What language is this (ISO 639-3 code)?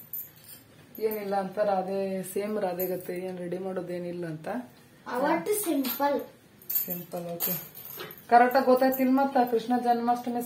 kan